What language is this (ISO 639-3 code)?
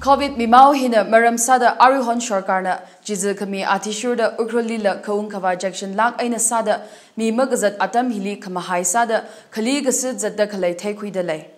nmf